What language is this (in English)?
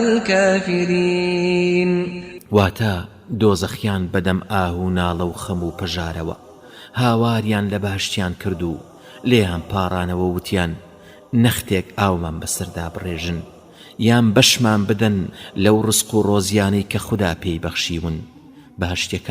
Central Kurdish